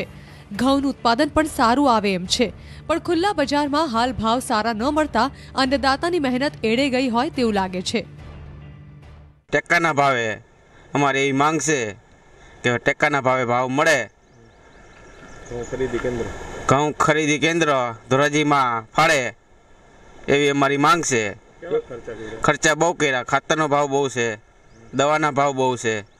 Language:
Gujarati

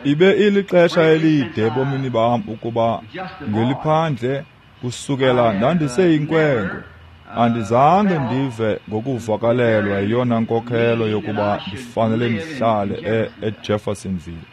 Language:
Xhosa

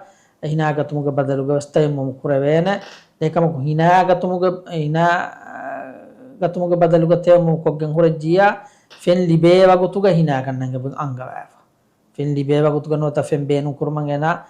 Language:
Divehi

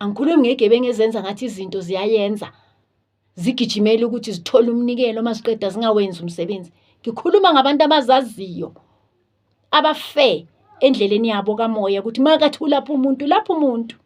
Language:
Zulu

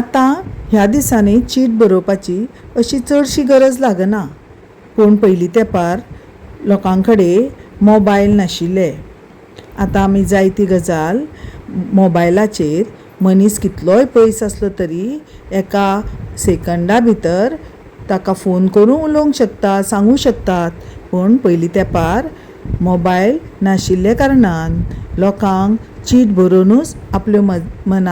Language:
Konkani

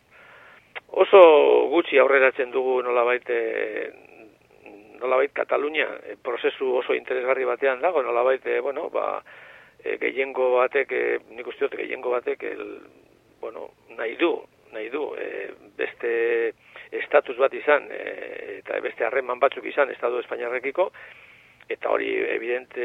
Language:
Basque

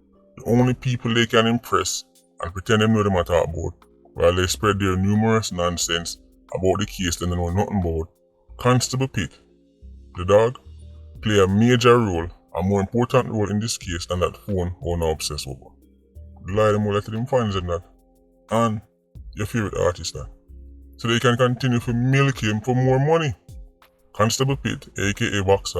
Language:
Jamaican Creole English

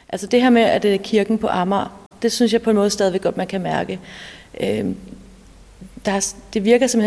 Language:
Danish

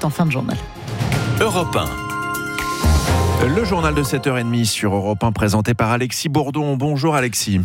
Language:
French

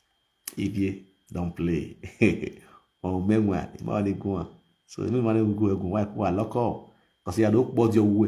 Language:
Nigerian Pidgin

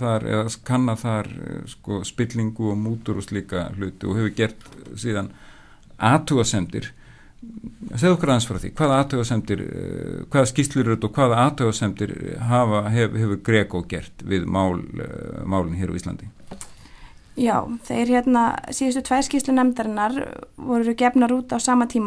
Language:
Icelandic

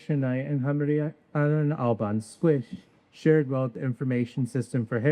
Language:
Welsh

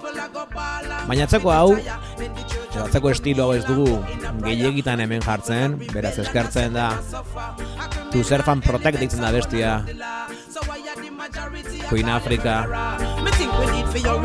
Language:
Basque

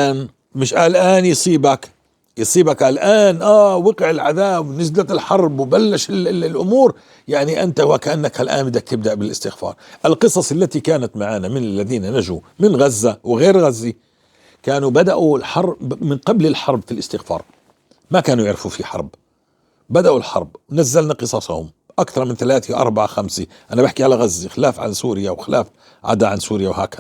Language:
North Levantine Arabic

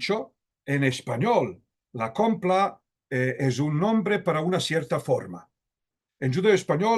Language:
Ladino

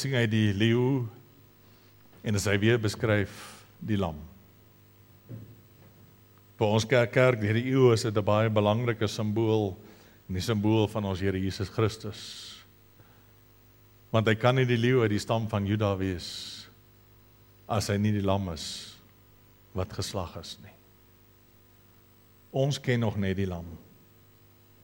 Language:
Afrikaans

